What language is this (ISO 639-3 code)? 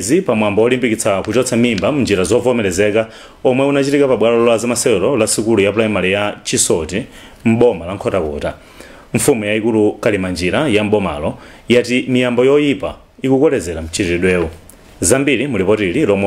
nya